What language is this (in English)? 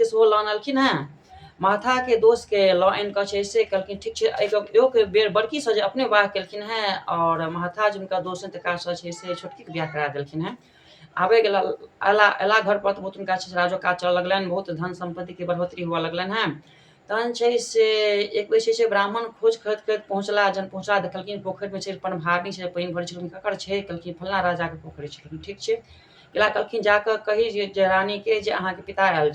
Maithili